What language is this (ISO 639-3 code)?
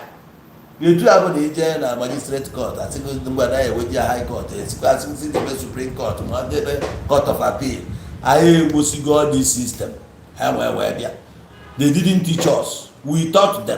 ibo